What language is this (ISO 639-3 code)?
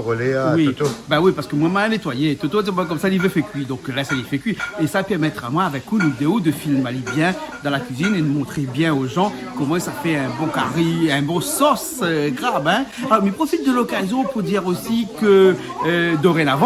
rcf